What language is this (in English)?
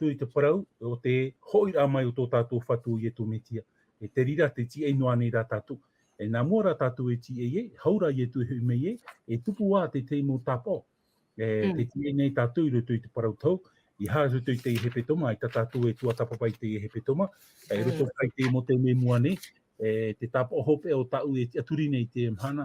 Tahitian